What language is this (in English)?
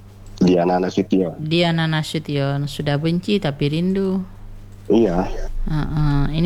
Indonesian